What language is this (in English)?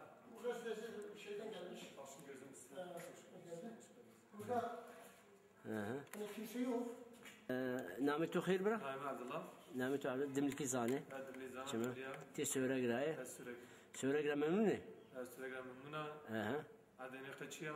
Zaza